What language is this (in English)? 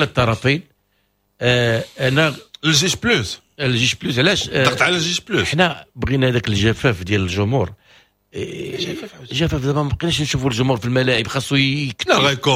Moroccan Arabic